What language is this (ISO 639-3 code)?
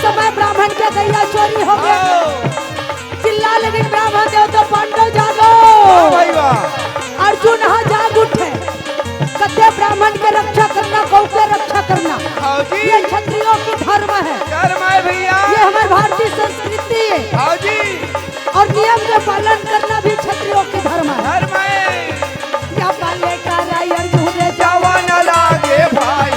hne